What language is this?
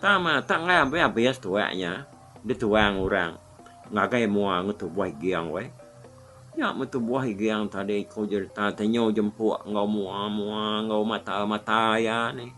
Iban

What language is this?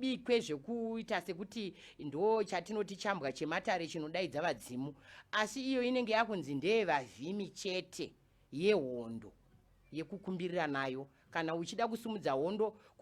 Shona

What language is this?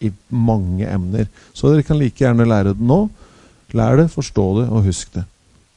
Norwegian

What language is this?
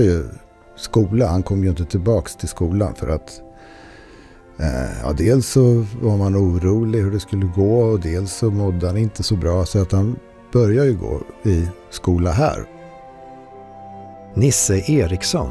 Swedish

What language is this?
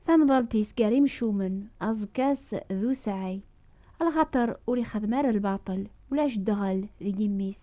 Kabyle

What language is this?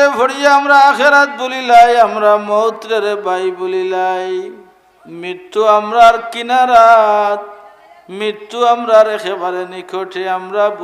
Sylheti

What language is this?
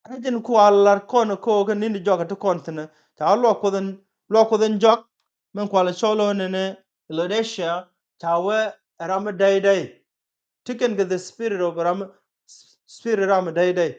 Nuer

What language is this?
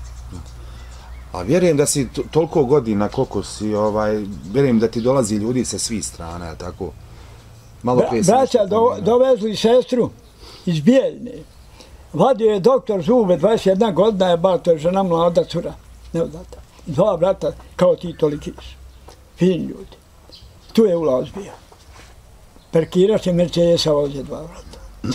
Bosnian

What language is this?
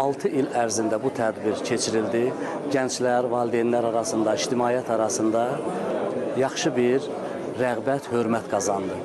Azerbaijani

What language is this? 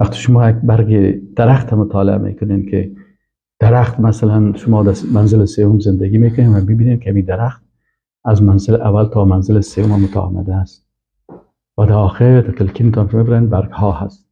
Persian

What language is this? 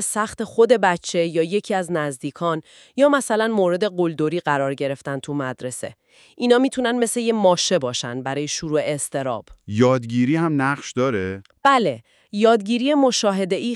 Persian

